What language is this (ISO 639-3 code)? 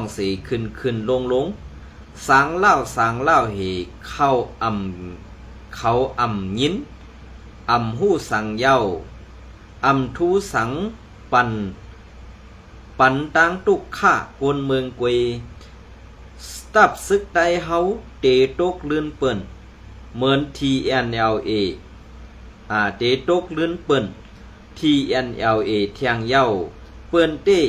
shn